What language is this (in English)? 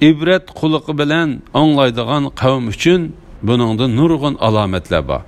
Uyghur